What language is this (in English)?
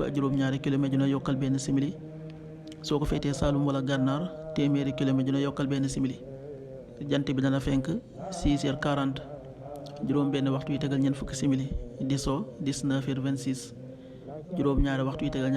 Wolof